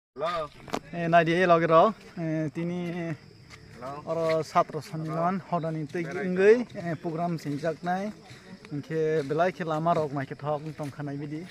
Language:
Kok Borok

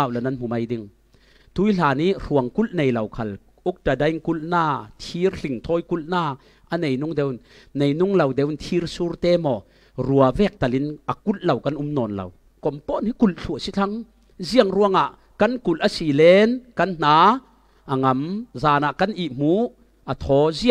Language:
Falam Chin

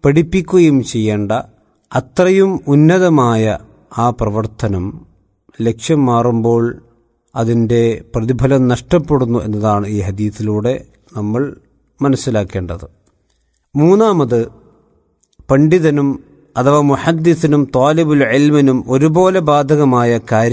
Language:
Malayalam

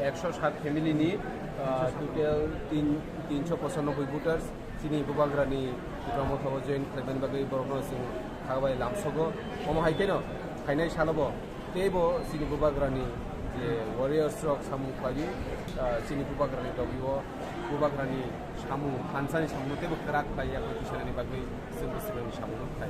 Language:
Kok Borok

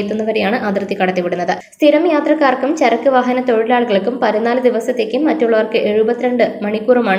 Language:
Malayalam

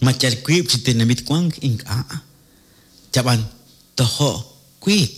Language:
Kekchí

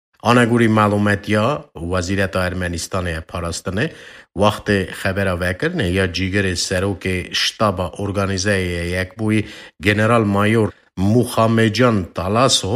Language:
Kurdish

